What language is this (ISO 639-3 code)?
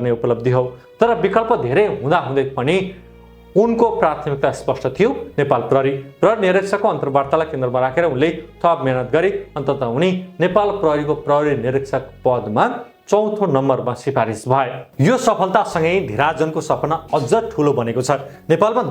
nep